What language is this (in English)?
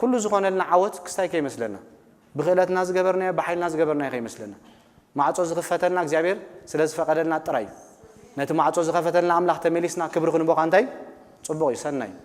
Tigrinya